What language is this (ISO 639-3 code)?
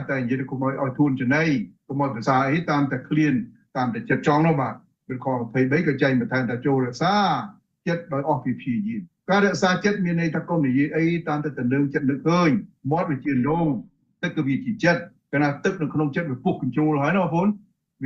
khm